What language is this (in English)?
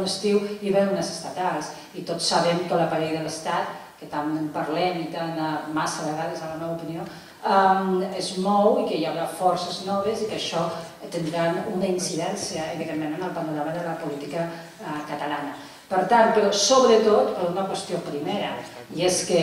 Catalan